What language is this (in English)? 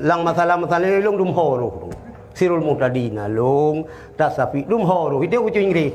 Achinese